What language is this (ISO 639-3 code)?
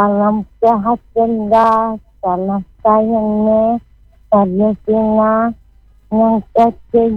ind